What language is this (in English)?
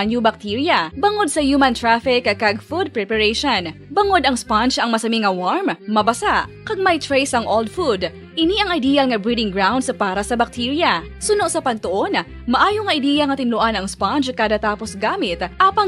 Hiligaynon